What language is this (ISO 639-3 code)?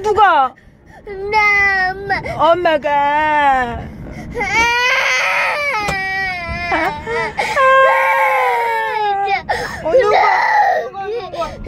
kor